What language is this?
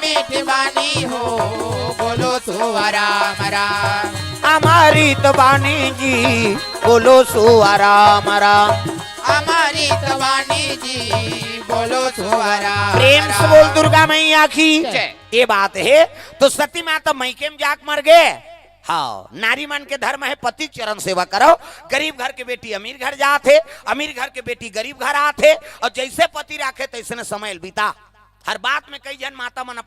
Chhattisgarhi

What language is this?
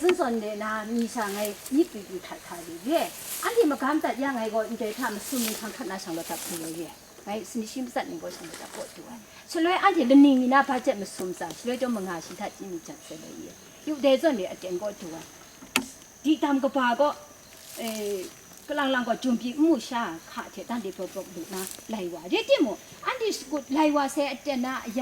Kachin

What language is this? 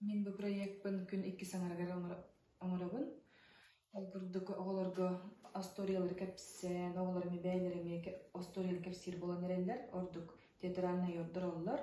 Yakut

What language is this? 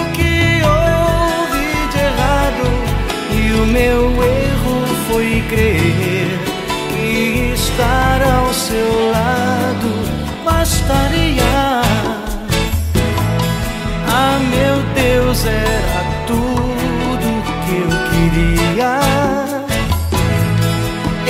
Portuguese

